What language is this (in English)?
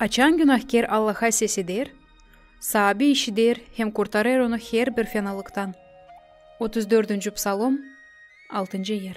Gagauz